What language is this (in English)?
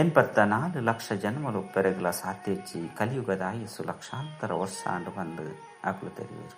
Tulu